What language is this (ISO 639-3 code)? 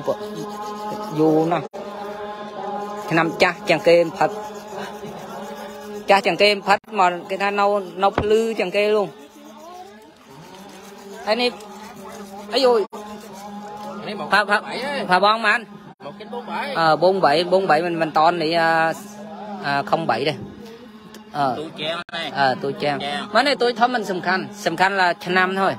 vie